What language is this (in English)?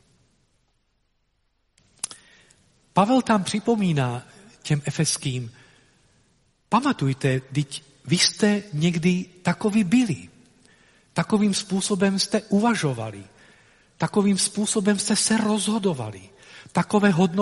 Czech